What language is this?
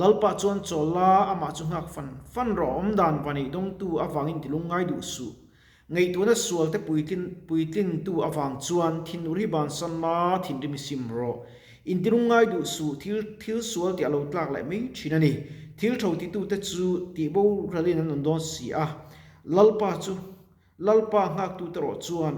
Mizo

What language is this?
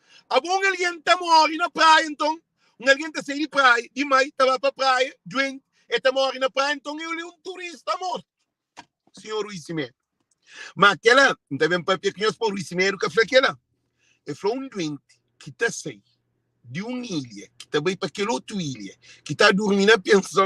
Kabuverdianu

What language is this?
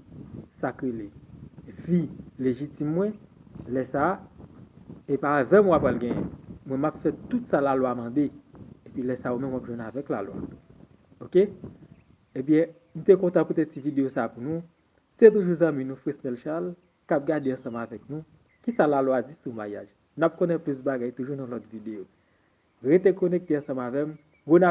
Haitian Creole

